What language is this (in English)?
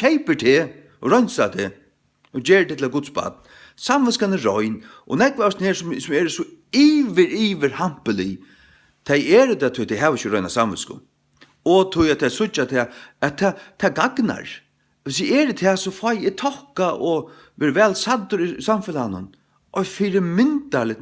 Faroese